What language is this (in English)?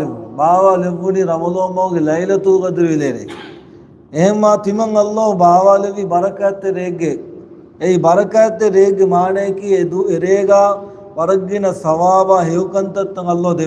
Divehi